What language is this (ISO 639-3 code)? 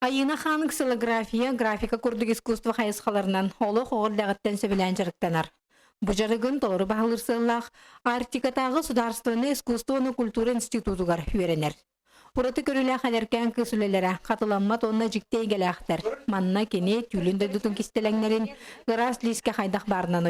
sah